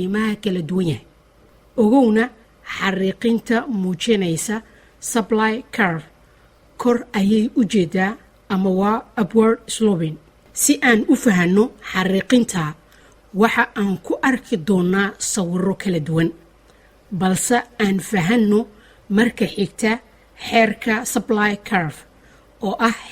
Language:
Somali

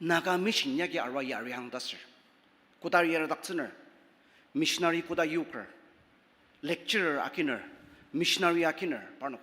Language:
Ao Naga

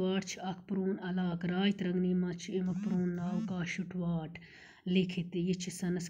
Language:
Kashmiri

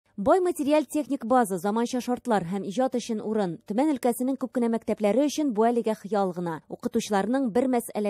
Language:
Tatar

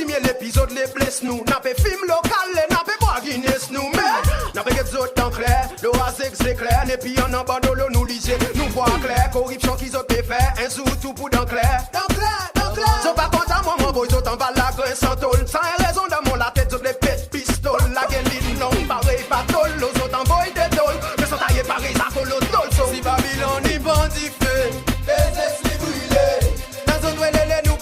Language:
Seselwa Creole French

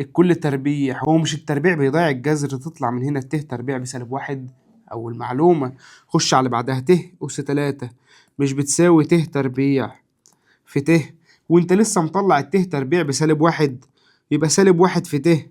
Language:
Egyptian Arabic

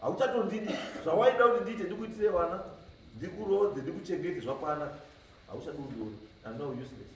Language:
Shona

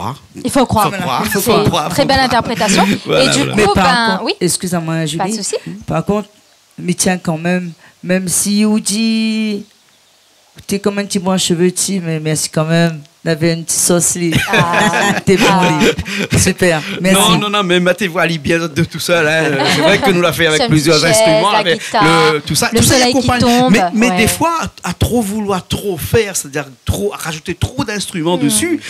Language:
Réunion Creole French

